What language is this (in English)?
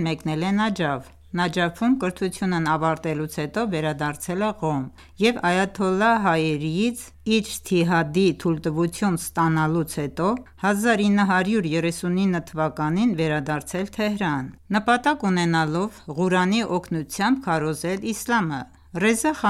Armenian